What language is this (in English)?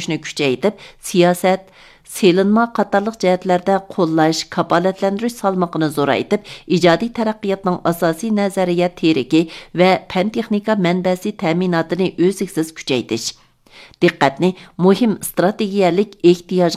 Uyghur